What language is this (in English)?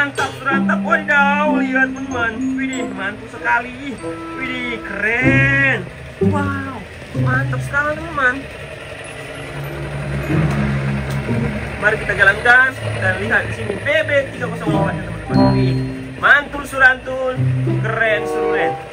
Indonesian